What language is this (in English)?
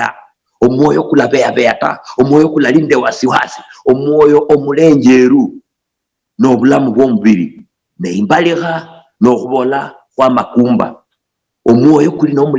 Luyia